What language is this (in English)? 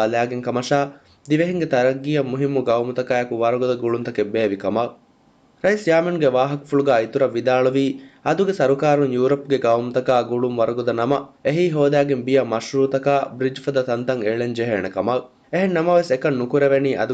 Divehi